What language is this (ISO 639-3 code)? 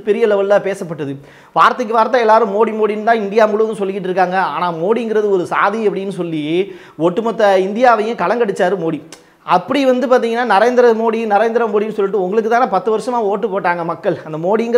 tam